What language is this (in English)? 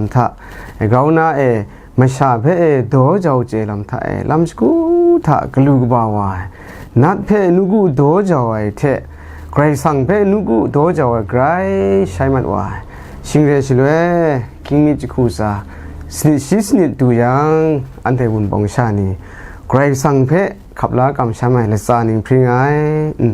Kachin